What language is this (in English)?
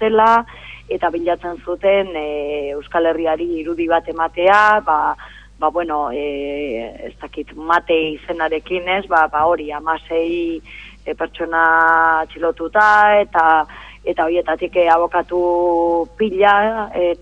Basque